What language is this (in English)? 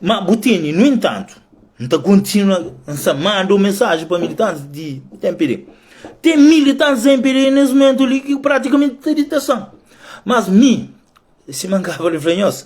Kabuverdianu